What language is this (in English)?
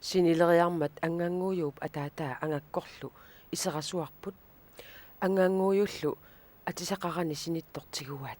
Kalaallisut